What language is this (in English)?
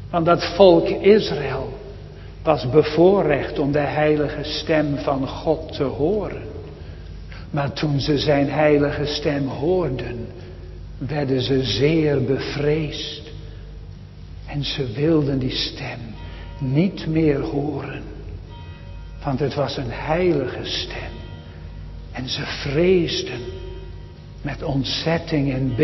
Dutch